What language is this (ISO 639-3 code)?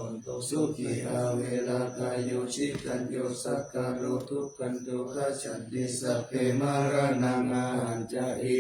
pli